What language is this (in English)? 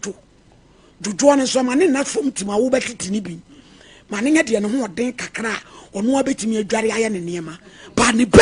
Akan